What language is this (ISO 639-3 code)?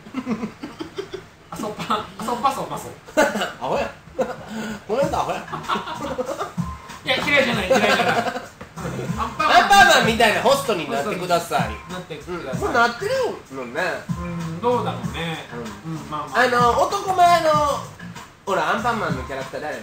jpn